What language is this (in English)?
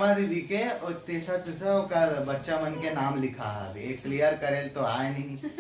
Chhattisgarhi